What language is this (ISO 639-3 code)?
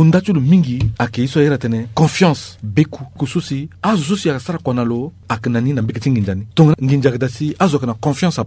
sag